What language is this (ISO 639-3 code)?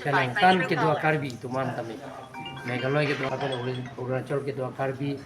mjw